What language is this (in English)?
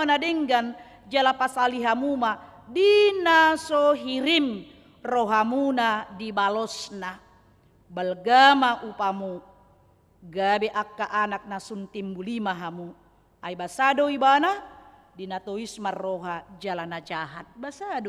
Batak Toba